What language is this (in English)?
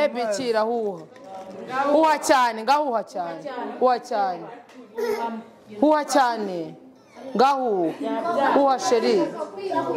Kinyarwanda